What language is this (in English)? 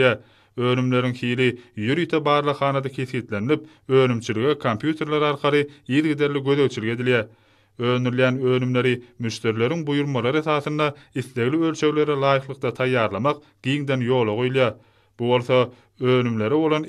Turkmen